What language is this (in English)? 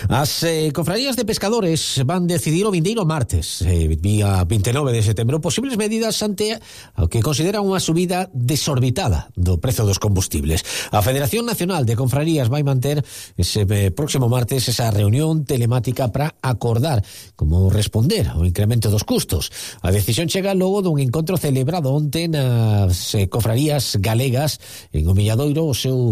Galician